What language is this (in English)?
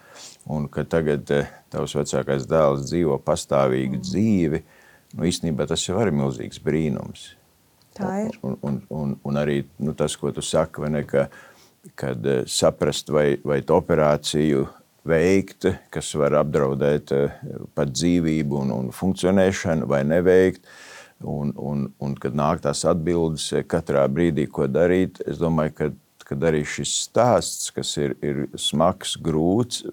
Latvian